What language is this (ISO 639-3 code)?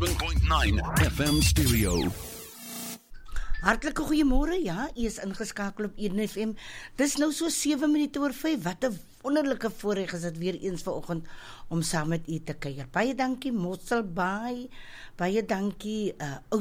afr